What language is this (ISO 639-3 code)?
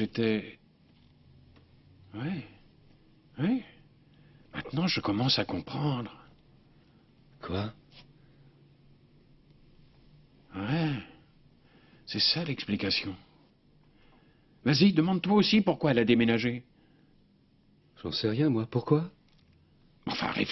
fra